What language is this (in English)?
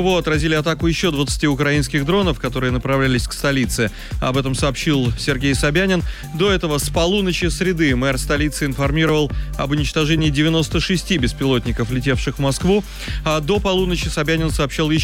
Russian